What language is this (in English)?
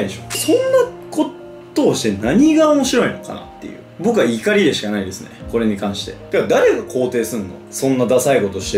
Japanese